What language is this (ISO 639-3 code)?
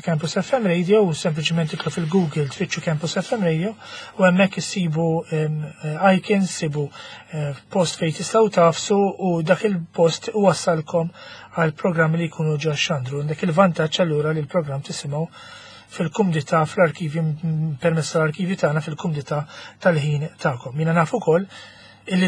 mlt